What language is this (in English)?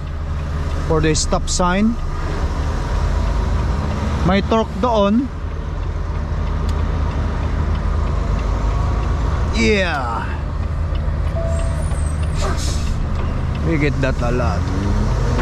Filipino